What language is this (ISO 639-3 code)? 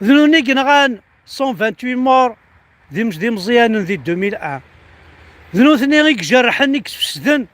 kab